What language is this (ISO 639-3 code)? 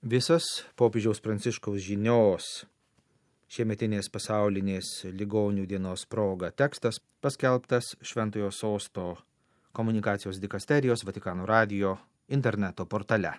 lit